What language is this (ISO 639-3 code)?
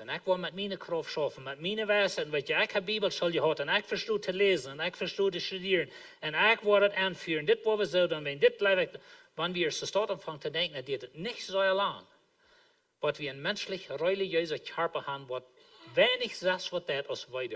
pdt